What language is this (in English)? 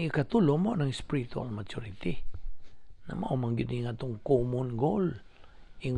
Cebuano